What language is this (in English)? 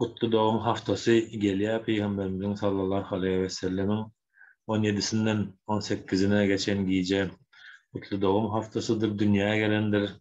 Turkmen